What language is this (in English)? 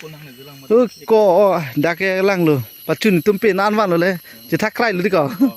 Karbi